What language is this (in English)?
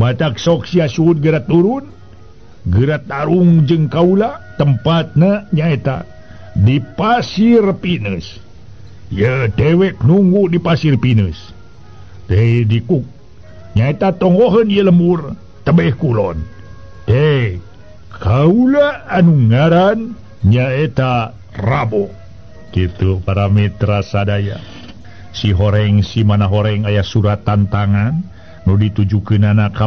Sundanese